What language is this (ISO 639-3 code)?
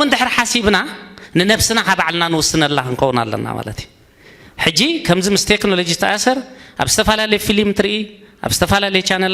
tir